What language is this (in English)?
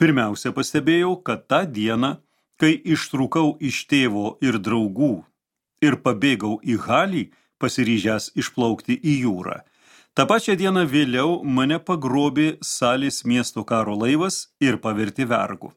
Lithuanian